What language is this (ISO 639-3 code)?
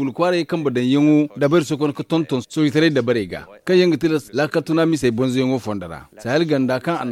dje